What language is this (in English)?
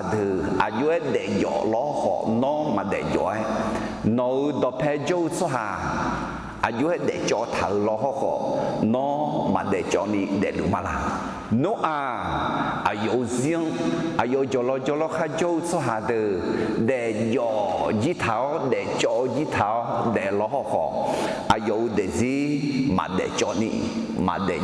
Akha